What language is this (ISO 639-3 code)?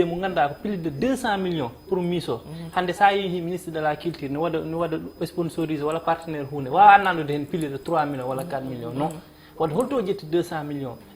ful